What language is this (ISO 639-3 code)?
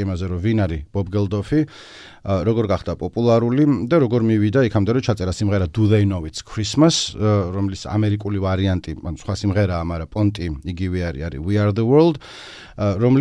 kat